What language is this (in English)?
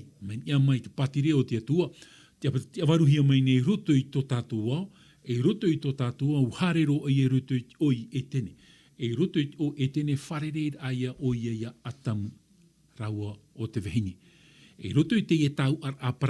Tahitian